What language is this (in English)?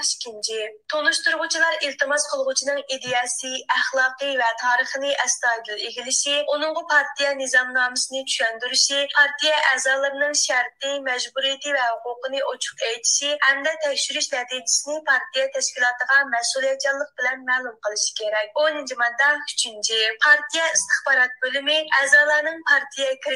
Uyghur